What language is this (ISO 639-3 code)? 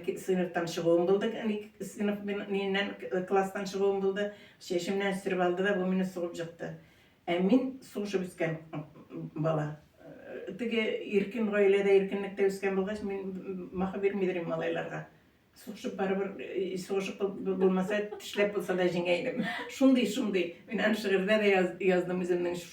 tat